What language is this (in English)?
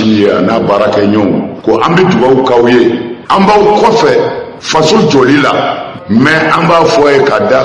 Bambara